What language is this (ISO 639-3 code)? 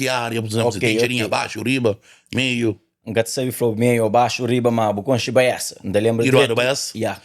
kea